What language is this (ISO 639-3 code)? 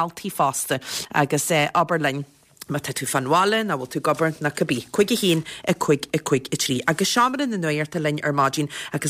gle